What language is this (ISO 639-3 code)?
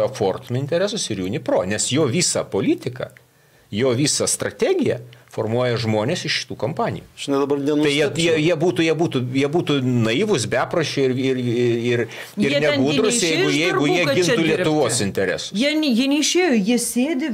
lit